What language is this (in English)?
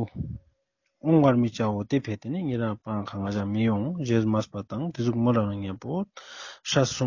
Ladakhi